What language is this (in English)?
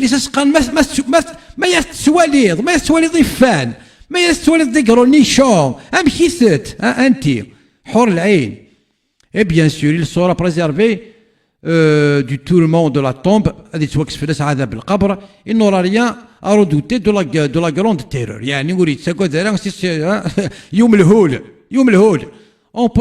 Kabyle